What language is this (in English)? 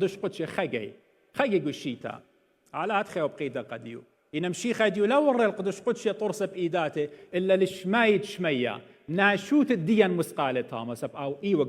Assyrian Neo-Aramaic